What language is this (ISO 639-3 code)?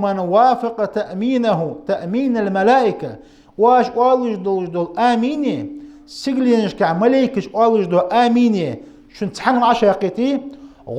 inh